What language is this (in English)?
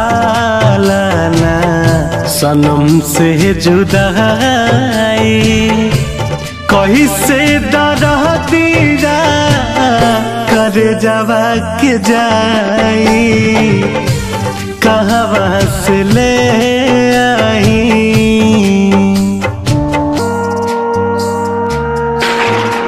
Bhojpuri